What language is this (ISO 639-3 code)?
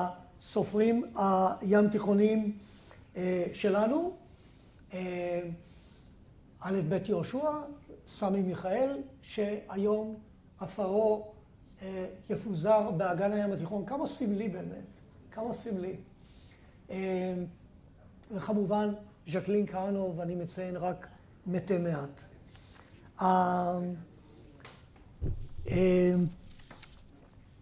heb